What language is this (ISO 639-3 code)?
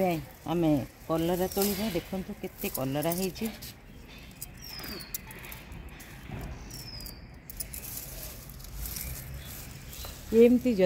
ori